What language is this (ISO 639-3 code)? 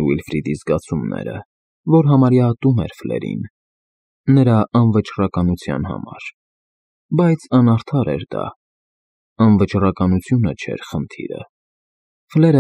hye